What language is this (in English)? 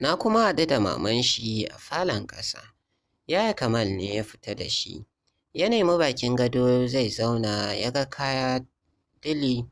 Hausa